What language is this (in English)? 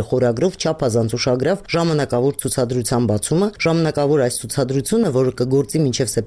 Armenian